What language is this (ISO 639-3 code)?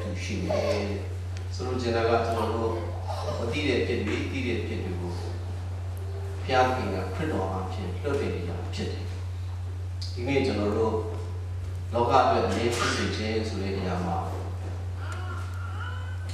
mya